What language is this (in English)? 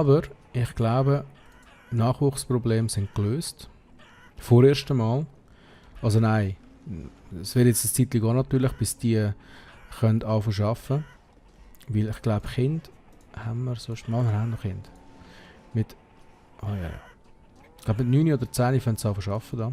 Swiss German